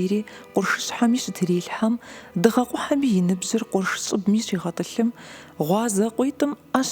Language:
Kabardian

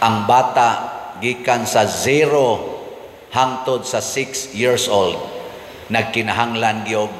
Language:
Cebuano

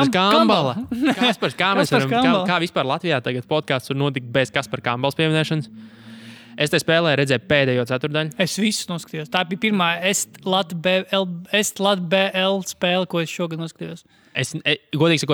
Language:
Latvian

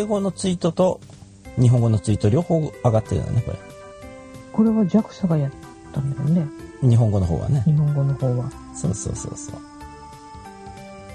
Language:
Japanese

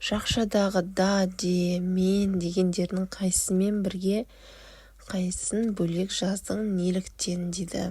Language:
Kazakh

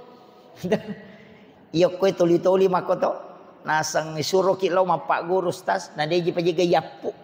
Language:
Buginese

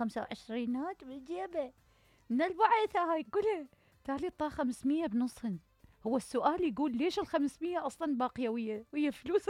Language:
Mesopotamian Arabic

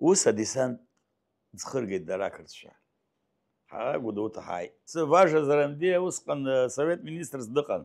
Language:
Abkhazian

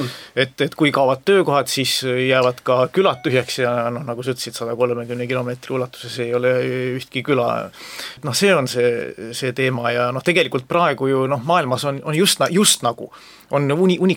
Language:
Estonian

